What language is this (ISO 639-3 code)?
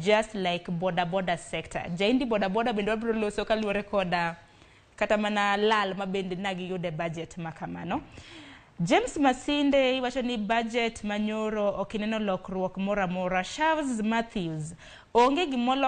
luo